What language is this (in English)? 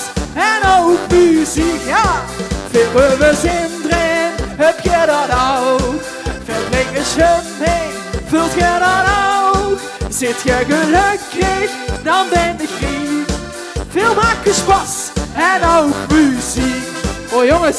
Limburgish